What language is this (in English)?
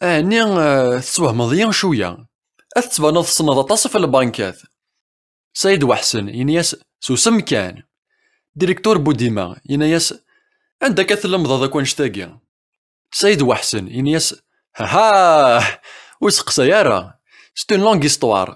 Kabyle